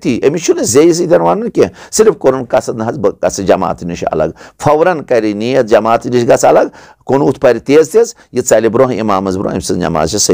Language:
Kashmiri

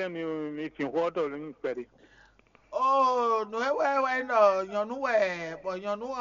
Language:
Fon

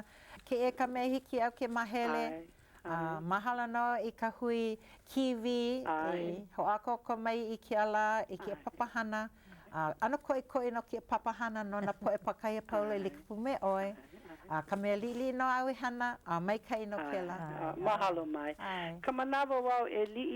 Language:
Hawaiian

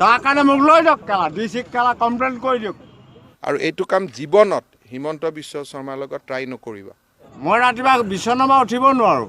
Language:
Assamese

